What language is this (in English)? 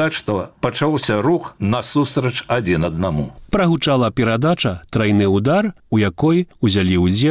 Belarusian